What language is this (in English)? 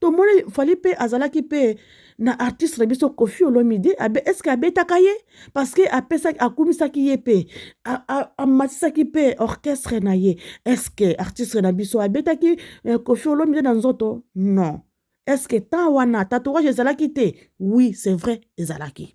Lingala